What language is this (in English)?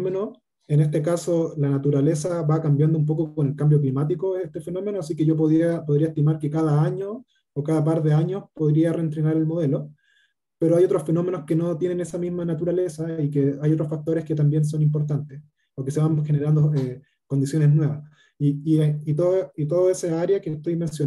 Spanish